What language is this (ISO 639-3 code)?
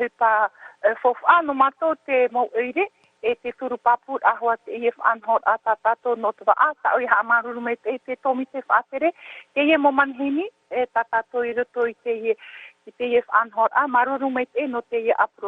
tah